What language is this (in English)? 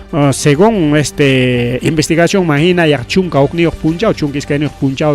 Ayacucho Quechua